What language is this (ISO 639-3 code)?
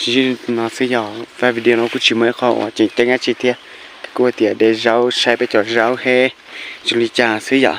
hmn